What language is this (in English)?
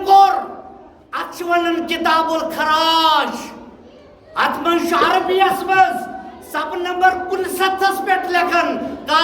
Kashmiri